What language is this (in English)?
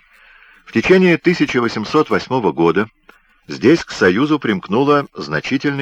Russian